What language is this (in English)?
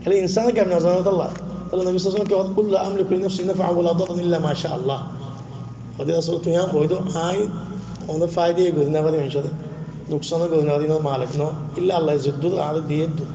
Rohingya